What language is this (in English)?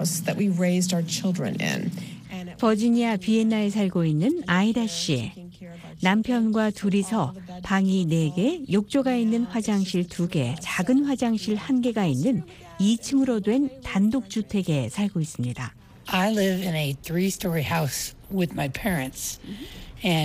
Korean